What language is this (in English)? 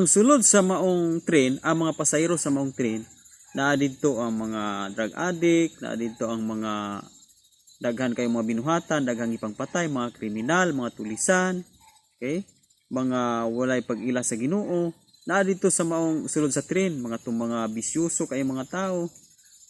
Cebuano